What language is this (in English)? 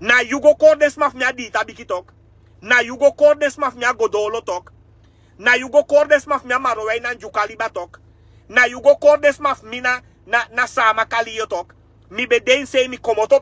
Sranan Tongo